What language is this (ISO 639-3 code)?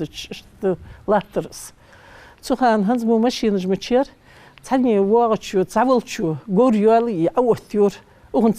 inh